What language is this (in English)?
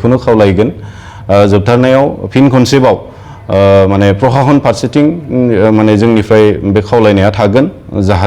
Bodo